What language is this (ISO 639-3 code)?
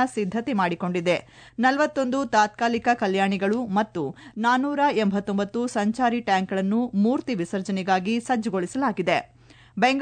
kan